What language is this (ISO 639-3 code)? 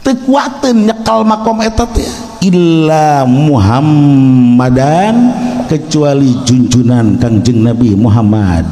sun